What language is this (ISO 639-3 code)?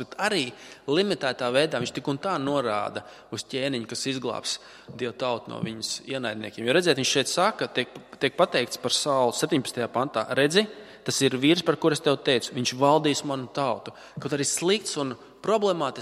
lav